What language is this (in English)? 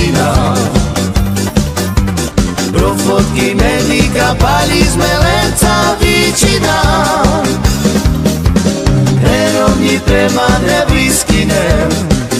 Slovak